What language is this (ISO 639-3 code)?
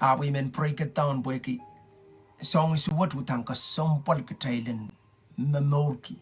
pon